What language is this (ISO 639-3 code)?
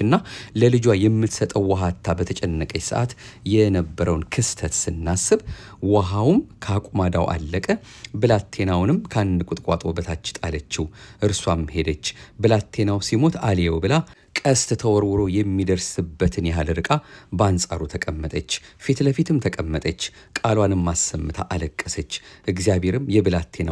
amh